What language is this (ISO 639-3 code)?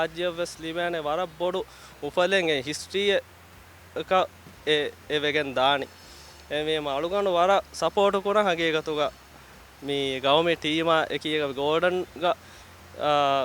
div